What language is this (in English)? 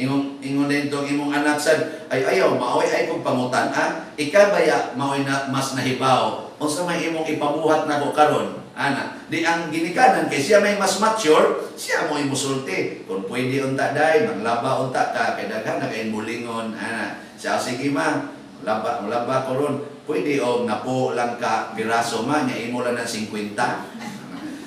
Cebuano